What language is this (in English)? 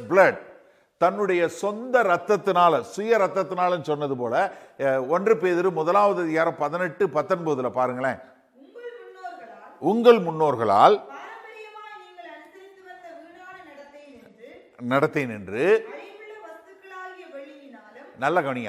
Tamil